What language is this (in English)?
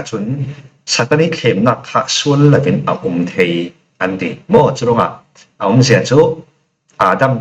Falam Chin